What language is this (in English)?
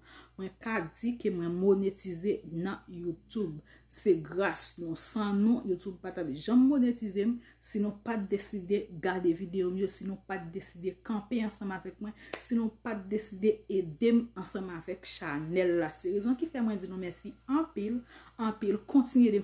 Haitian Creole